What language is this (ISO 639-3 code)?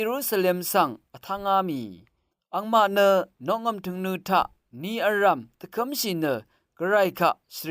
raw